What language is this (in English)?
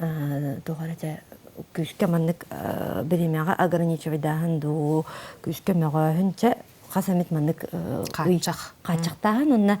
Yakut